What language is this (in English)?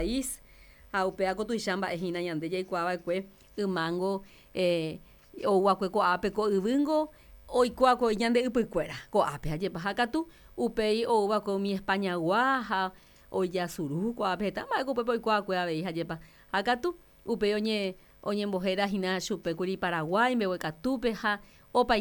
Guarani